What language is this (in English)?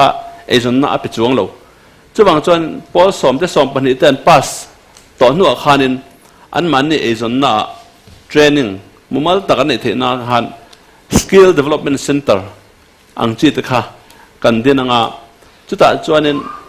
Mizo